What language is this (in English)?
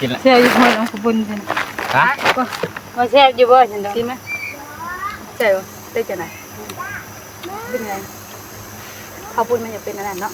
Northeastern Thai